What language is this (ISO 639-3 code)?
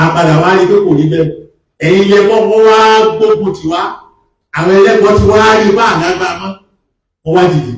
yor